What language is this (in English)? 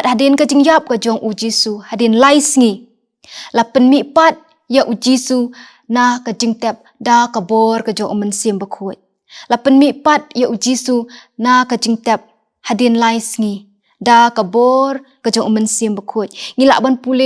Khasi